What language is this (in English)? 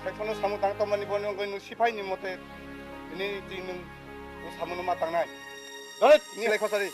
Riang (India)